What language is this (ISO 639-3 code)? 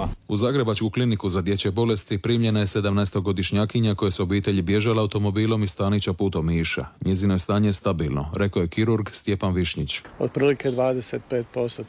hrv